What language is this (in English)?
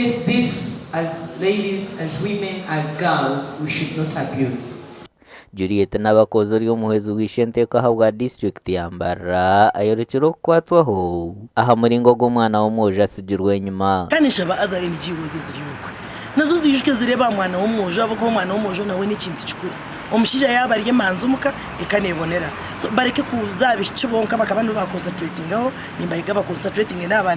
Nyankole